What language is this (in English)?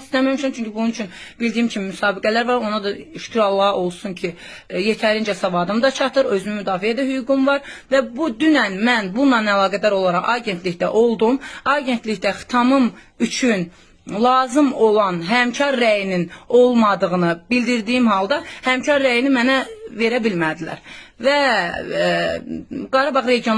Azerbaijani